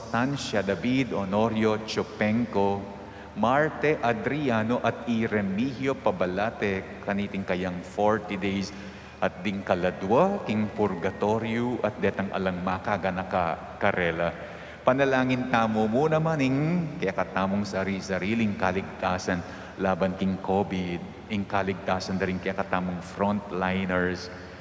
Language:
Pampanga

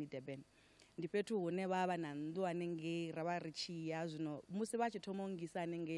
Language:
Venda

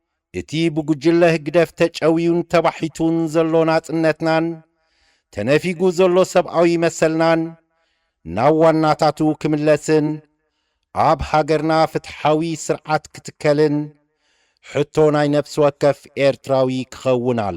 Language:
Tigrinya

